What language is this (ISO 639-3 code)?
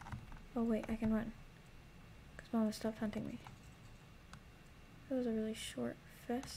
eng